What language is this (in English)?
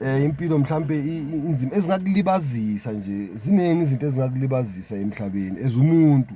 Zulu